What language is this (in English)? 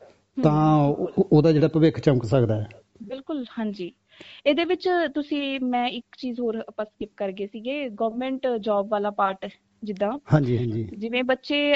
Punjabi